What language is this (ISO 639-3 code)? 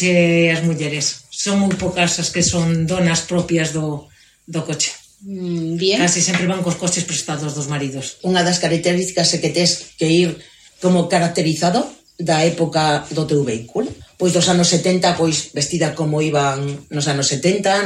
glg